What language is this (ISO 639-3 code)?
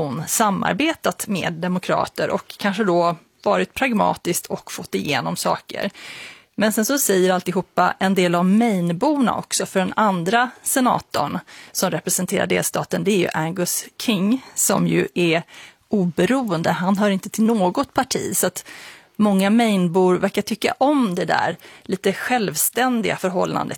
swe